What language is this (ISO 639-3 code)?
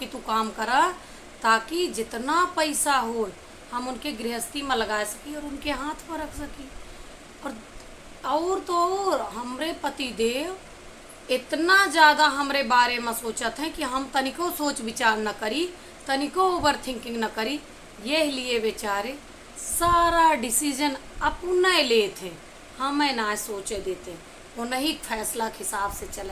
awa